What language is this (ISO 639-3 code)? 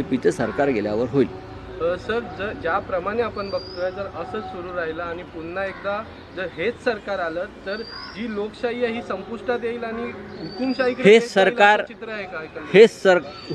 mar